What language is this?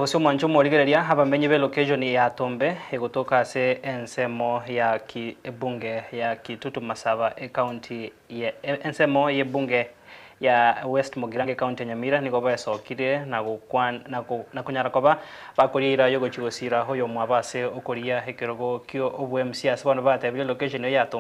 Gusii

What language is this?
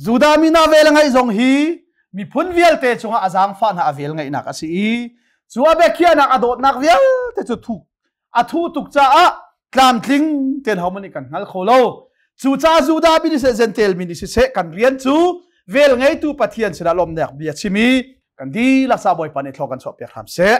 Hakha Chin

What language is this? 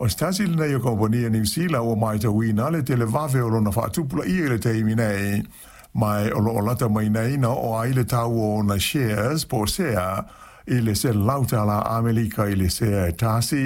Samoan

